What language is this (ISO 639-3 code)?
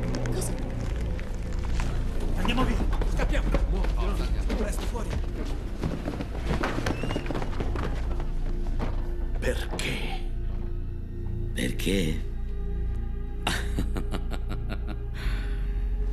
ita